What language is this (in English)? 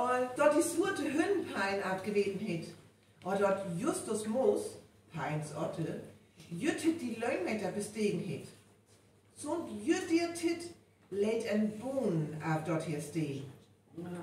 Northern Frisian